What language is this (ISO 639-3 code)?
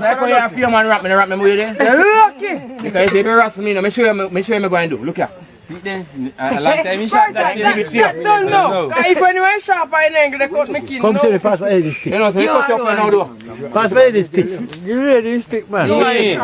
jam